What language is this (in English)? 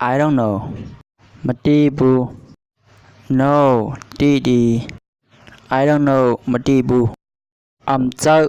Shan